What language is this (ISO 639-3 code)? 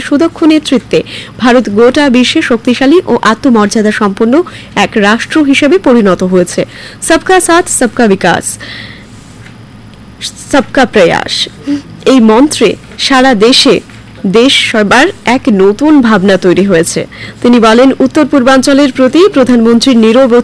ben